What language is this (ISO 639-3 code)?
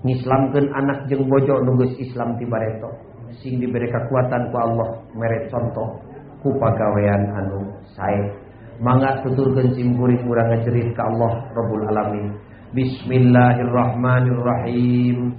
sun